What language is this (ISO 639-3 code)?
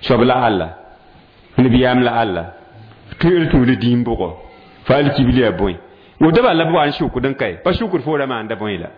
mos